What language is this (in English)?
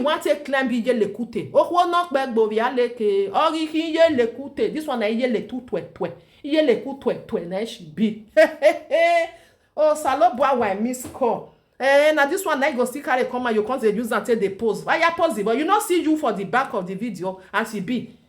Nigerian Pidgin